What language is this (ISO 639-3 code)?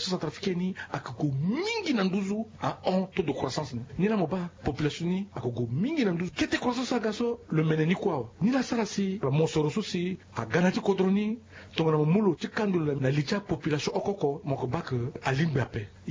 sag